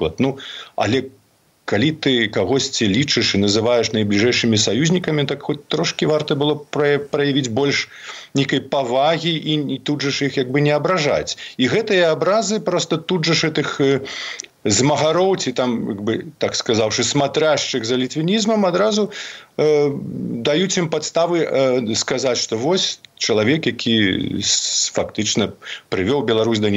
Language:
Belarusian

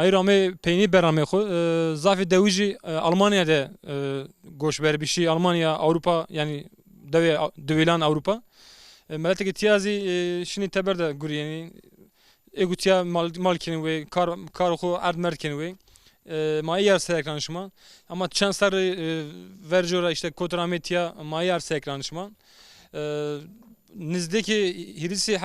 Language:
Zaza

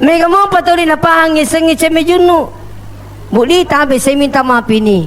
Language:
Buginese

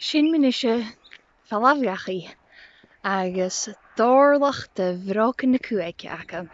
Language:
Scottish Gaelic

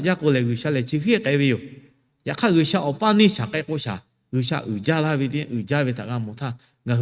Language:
Lahu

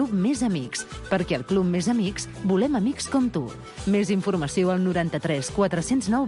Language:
Catalan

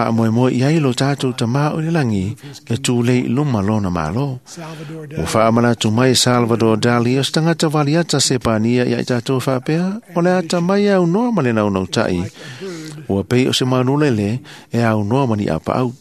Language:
Samoan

